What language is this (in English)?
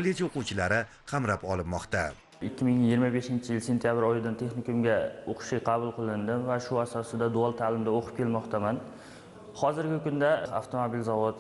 Uzbek